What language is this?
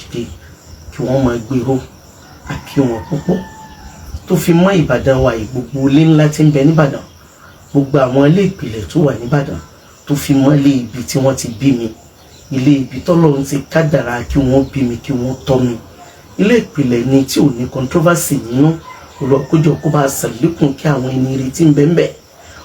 Yoruba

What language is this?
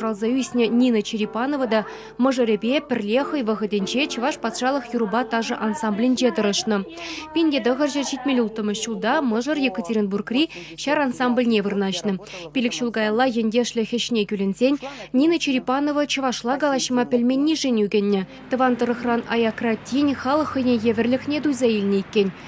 Chuvash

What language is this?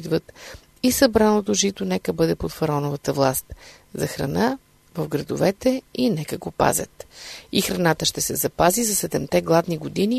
Bulgarian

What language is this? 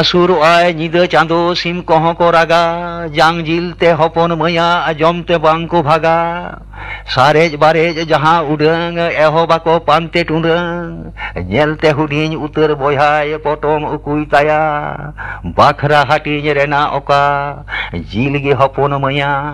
Santali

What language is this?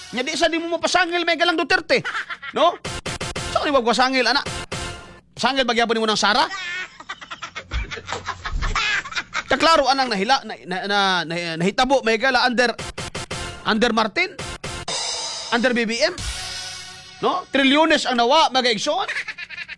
Cebuano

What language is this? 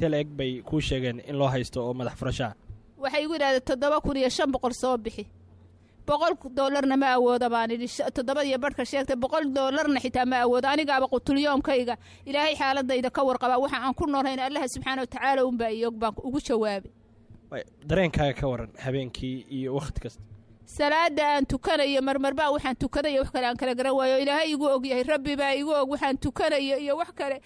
Somali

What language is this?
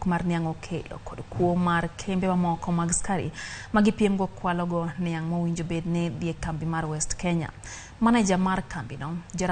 Luo (Kenya and Tanzania)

